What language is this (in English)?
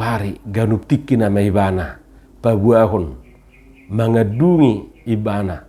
Batak Toba